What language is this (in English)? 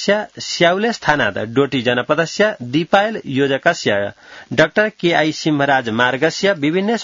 Sanskrit